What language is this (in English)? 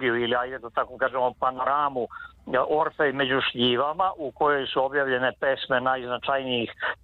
Serbian